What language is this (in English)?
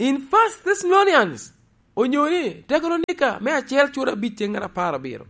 Lango (Uganda)